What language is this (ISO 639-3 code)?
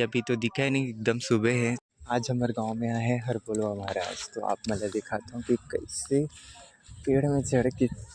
hne